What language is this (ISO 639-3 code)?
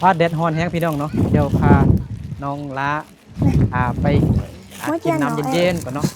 lao